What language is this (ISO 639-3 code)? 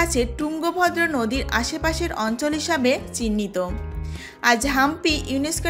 ben